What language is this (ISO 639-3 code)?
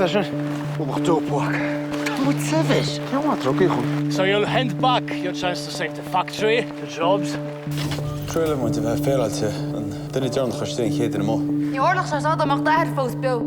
gle